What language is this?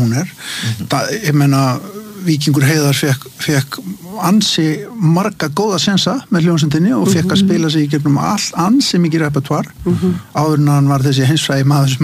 Icelandic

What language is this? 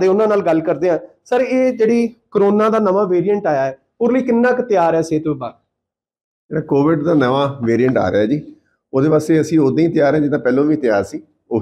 Punjabi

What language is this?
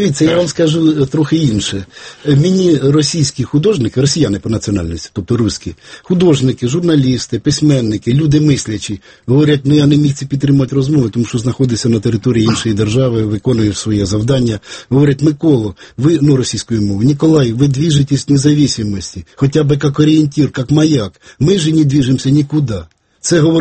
Ukrainian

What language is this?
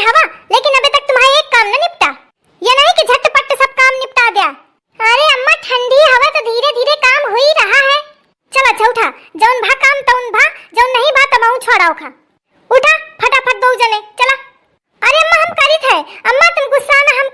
Awadhi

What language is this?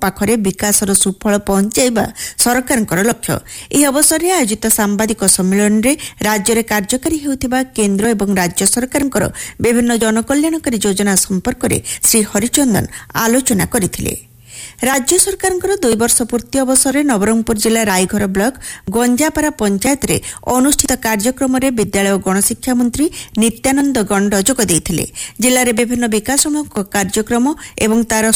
Odia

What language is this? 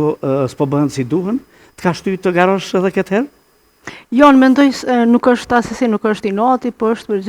Albanian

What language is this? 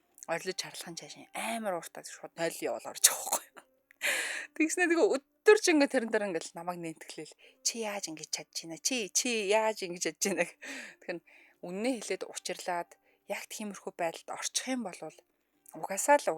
Mongolian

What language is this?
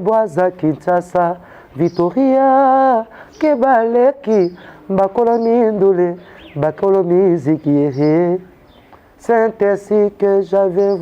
Lingala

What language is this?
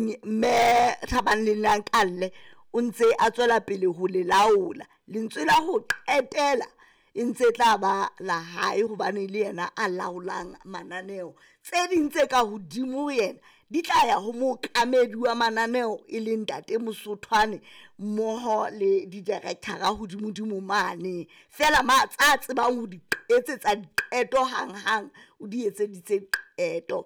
Southern Sotho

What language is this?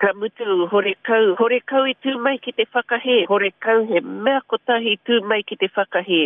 Māori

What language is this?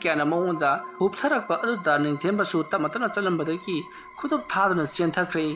Manipuri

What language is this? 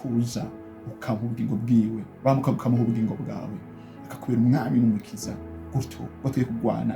Rundi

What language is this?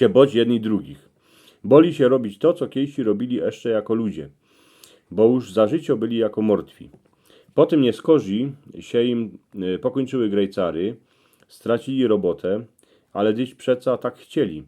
Silesian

